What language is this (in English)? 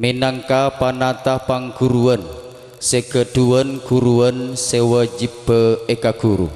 Madurese